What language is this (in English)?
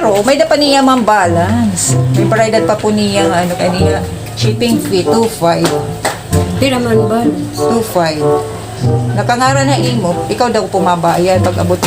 Waray